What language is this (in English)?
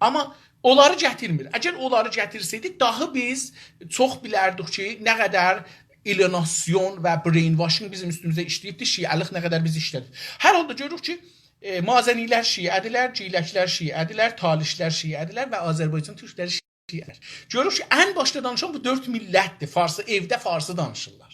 South Azerbaijani